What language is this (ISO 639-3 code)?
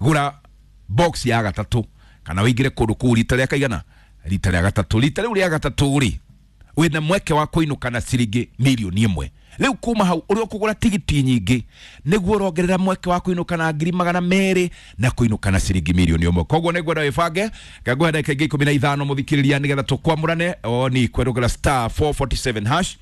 kik